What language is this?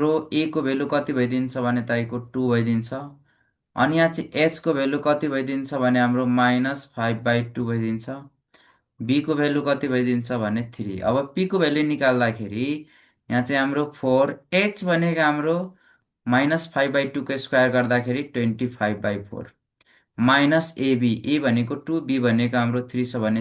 Nepali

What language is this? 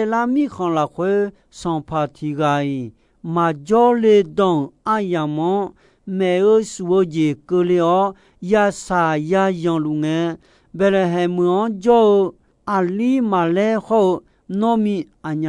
Akha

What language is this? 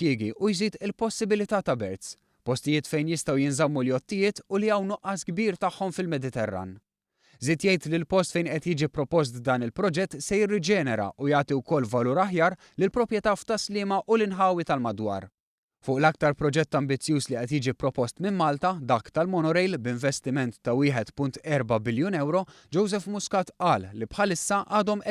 Maltese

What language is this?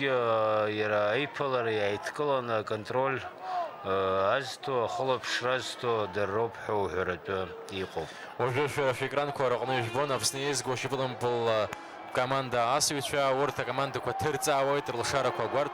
Abkhazian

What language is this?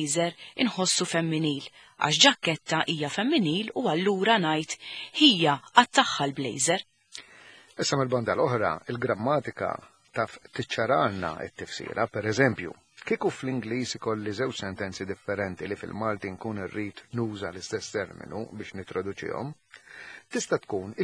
Maltese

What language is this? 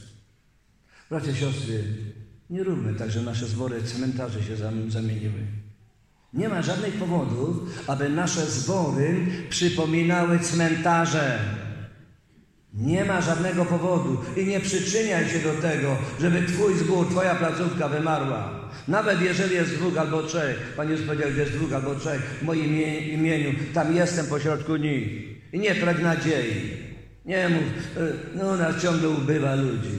Polish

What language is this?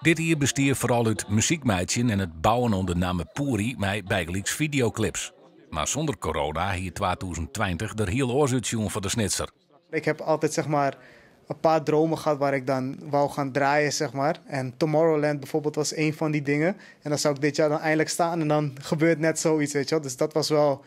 Western Frisian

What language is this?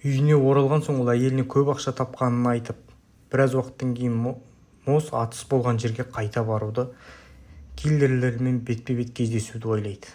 Kazakh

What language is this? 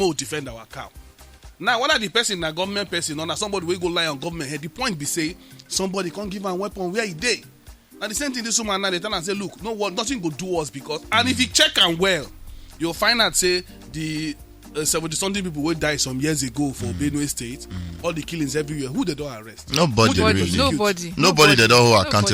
Nigerian Pidgin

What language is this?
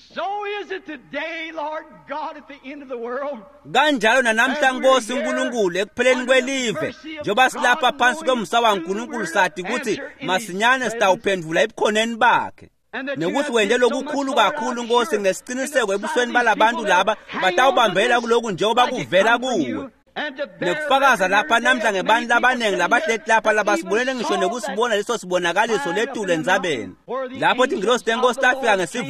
Swati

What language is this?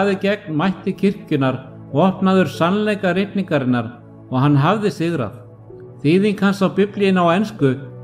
Icelandic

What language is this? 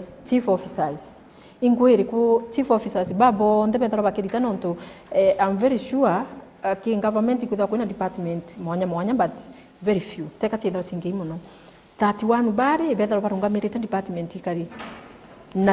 Meru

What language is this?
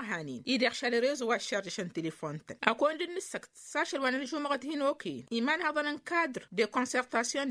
Tamasheq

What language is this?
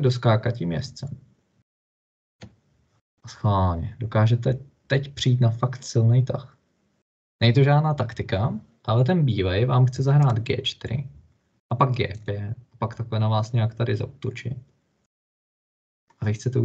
Czech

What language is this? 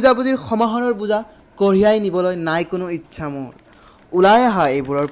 Assamese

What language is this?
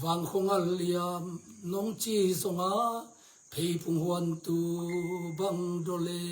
Tedim Chin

